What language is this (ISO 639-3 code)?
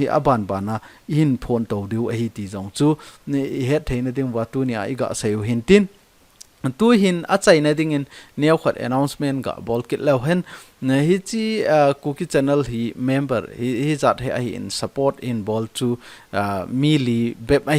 tcz